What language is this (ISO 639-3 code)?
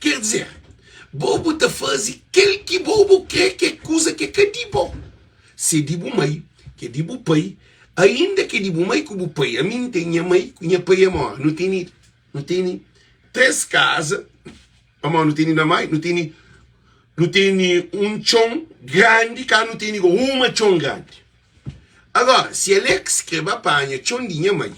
kea